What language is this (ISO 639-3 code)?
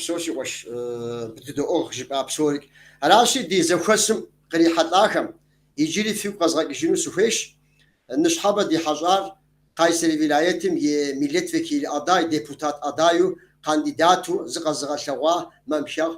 kbd